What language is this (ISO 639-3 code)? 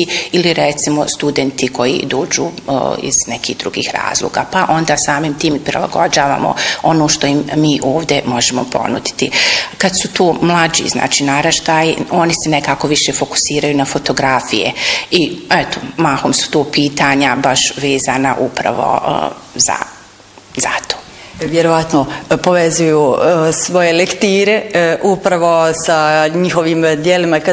bos